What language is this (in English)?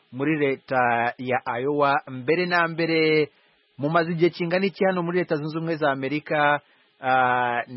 Kinyarwanda